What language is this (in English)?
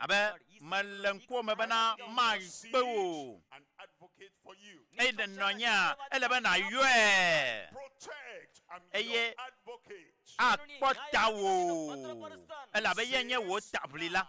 Ewe